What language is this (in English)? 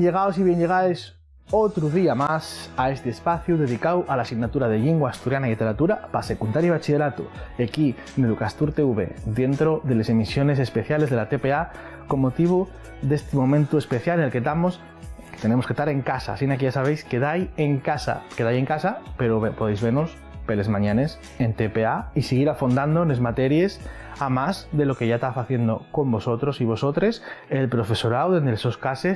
Asturian